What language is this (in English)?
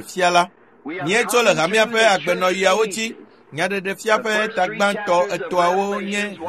Ewe